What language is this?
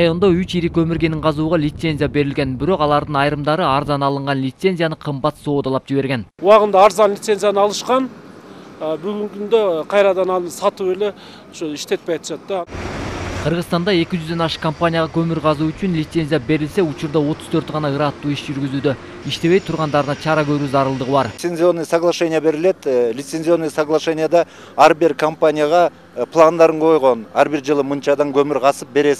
Kyrgyz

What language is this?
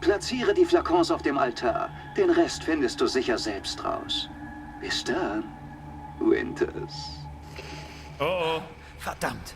Bavarian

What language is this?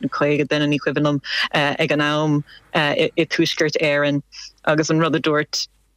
Irish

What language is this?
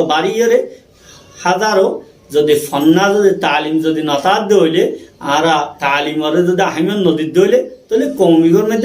Rohingya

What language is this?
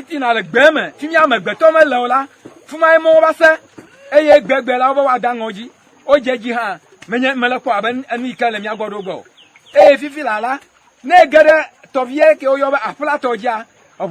Ewe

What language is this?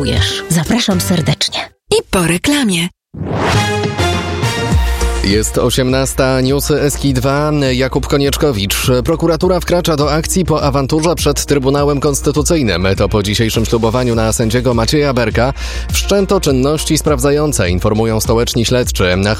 Polish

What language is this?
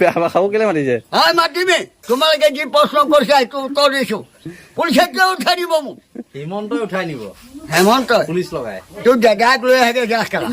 Assamese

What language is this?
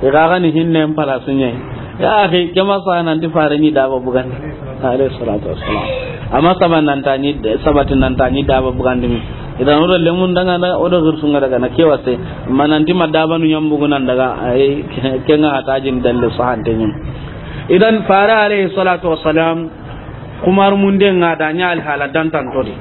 Soninke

